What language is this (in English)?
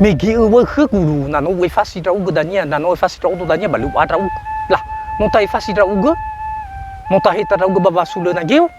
Nias